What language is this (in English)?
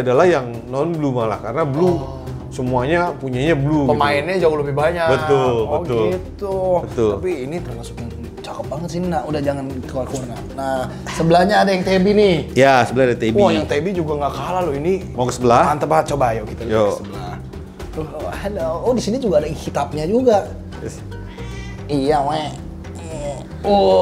Indonesian